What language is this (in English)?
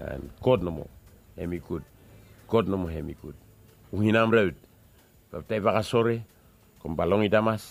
Bislama